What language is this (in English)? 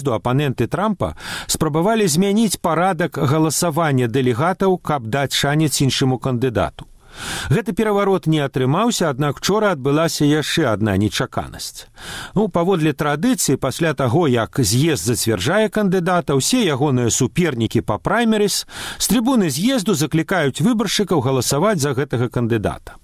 Belarusian